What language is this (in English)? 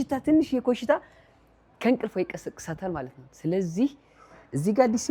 Amharic